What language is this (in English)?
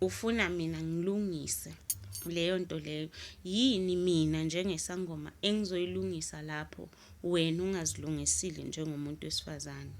Zulu